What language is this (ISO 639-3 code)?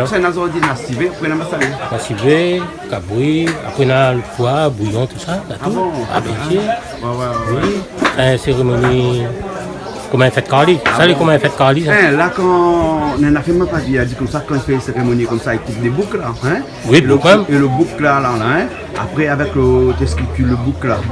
rcf